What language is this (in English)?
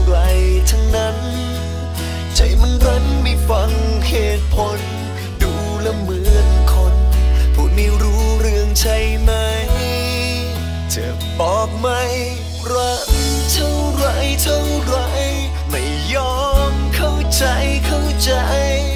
Thai